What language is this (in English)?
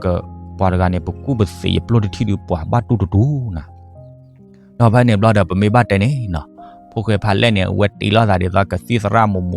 S'gaw Karen